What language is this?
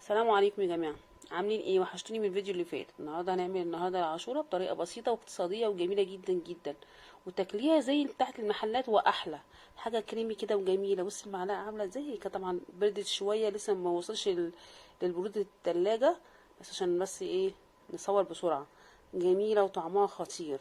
Egyptian Arabic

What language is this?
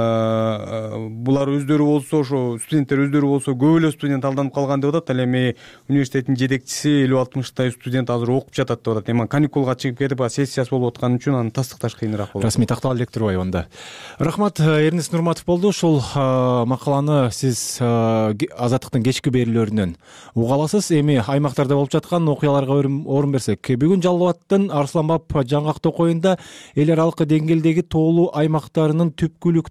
Kyrgyz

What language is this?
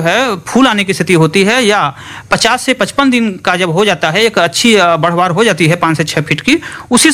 Hindi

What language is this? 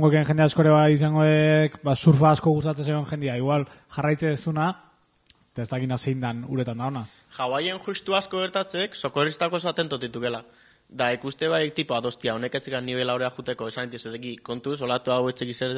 Basque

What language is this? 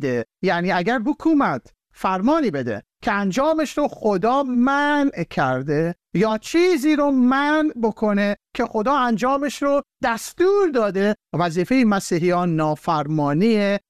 Persian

